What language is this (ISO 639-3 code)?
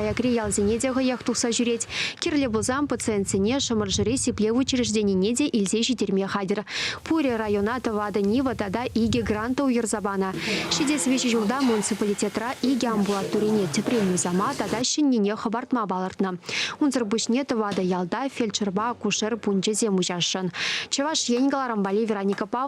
chv